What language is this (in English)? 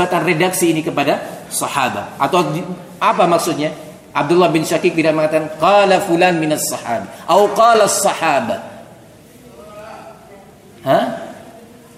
Indonesian